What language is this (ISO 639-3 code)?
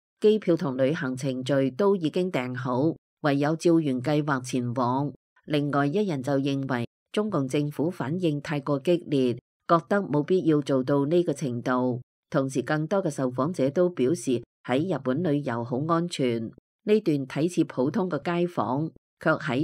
yue